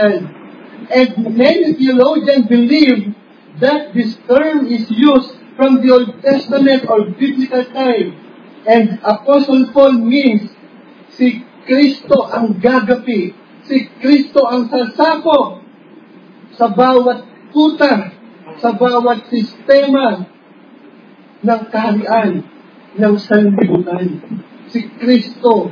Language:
Filipino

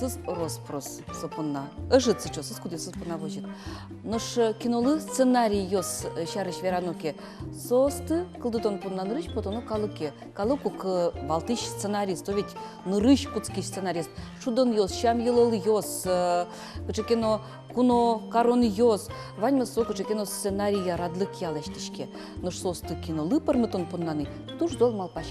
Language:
Udmurt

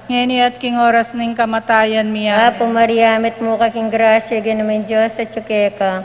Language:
Pampanga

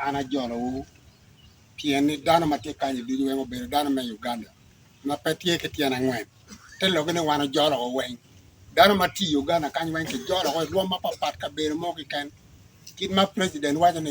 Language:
Acoli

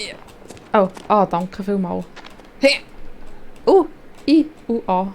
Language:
Swiss German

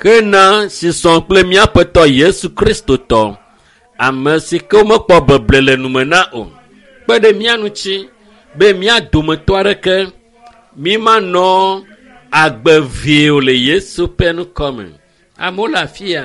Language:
Ewe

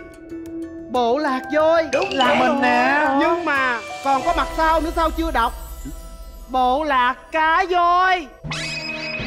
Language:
Vietnamese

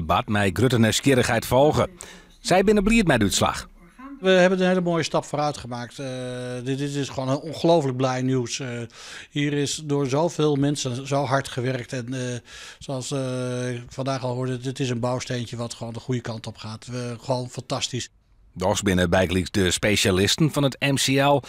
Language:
Western Frisian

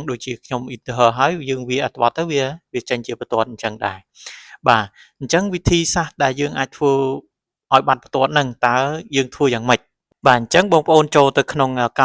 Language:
Khmer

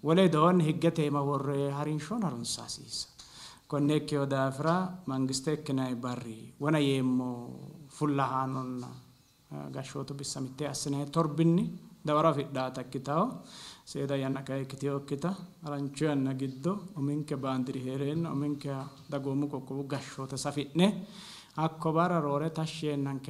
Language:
Sidamo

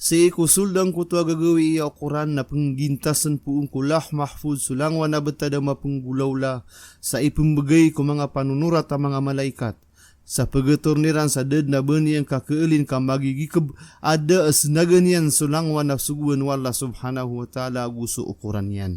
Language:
Maranao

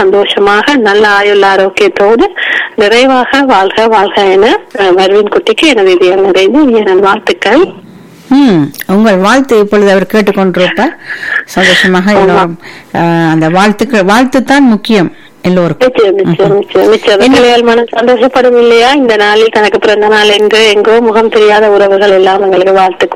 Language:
Tamil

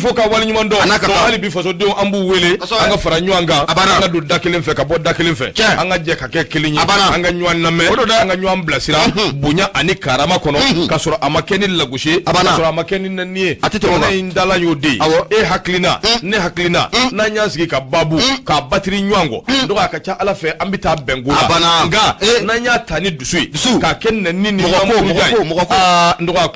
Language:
Bambara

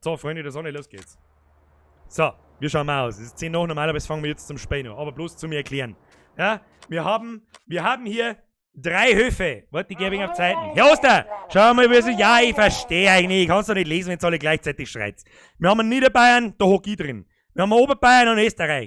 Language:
Bavarian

